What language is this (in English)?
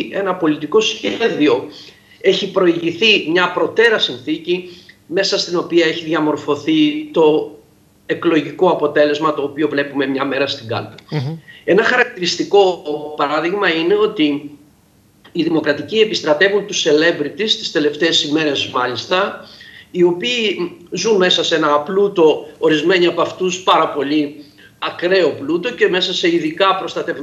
Greek